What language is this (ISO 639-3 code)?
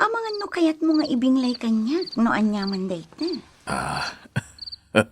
ilo